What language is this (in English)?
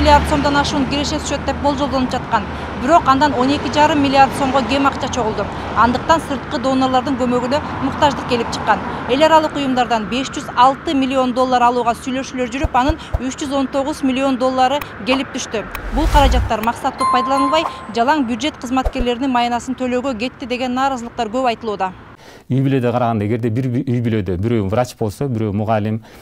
Kyrgyz